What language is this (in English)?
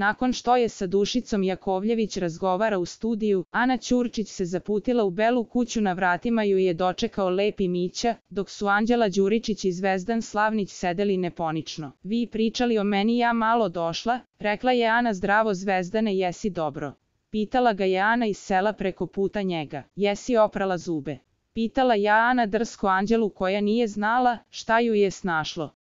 Serbian